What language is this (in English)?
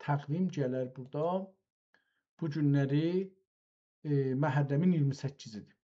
South Azerbaijani